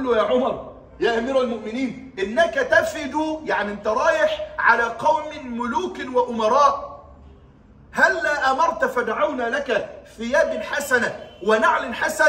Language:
Egyptian Arabic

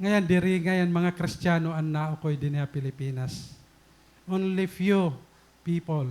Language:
Waray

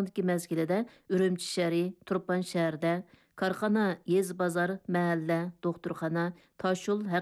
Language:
Uyghur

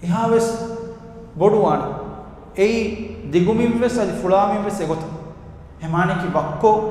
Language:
Divehi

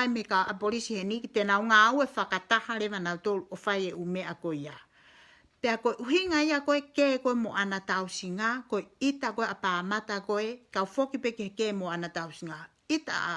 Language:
Tongan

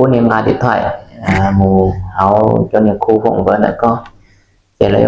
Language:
Hmong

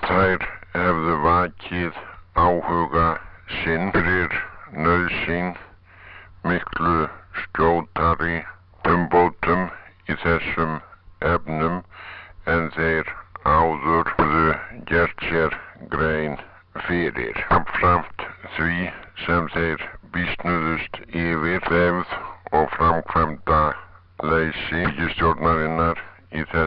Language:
Icelandic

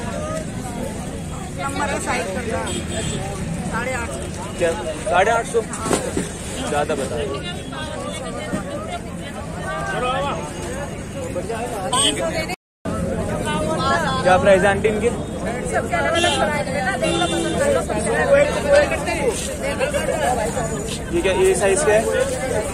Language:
Hindi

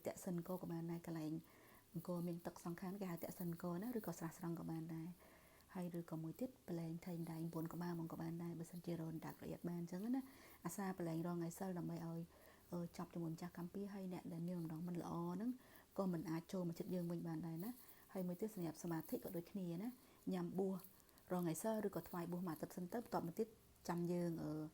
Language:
Khmer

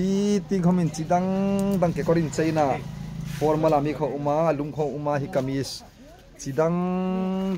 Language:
Hmar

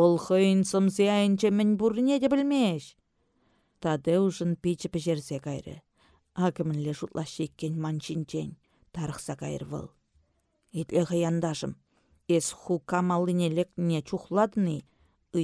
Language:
Chuvash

